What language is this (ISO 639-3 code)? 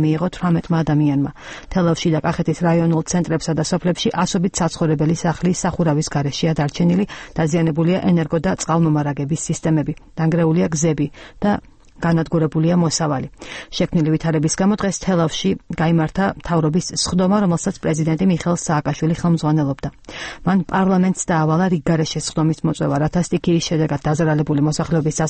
kat